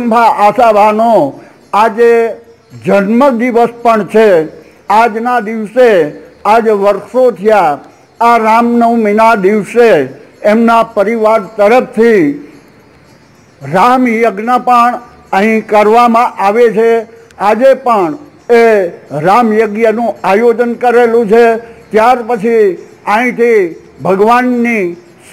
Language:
Gujarati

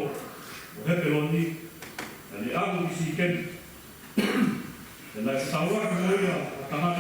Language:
Tongan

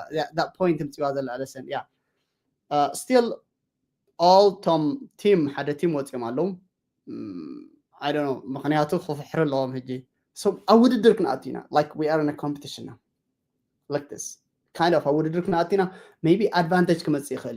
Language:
Tigrinya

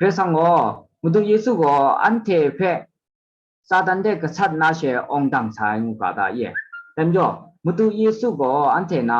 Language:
Kachin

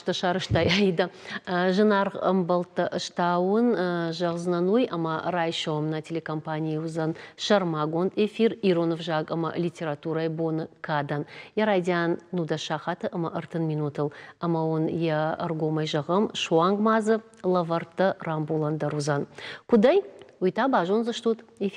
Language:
Ossetic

